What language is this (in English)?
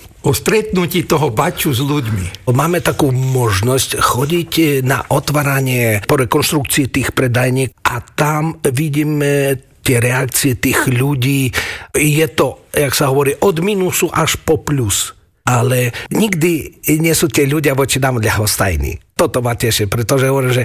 Slovak